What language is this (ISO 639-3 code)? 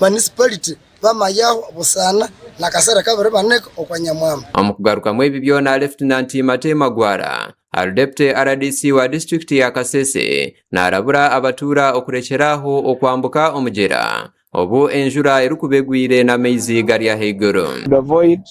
nyn